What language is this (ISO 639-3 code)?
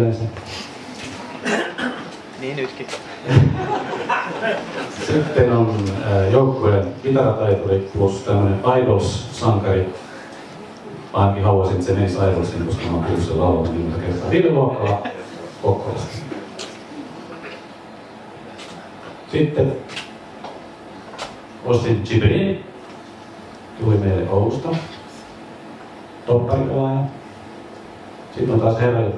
fin